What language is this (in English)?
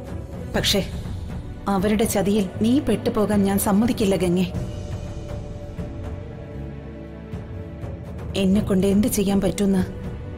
Malayalam